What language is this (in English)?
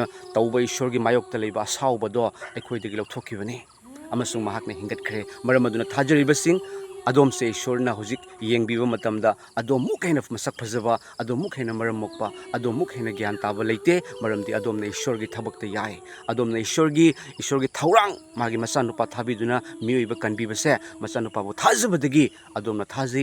Manipuri